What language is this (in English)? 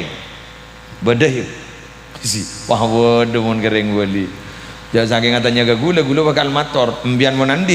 Madurese